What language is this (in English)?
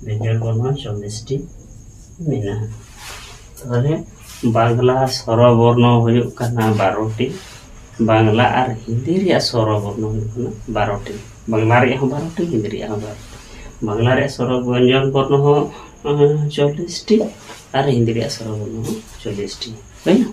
Santali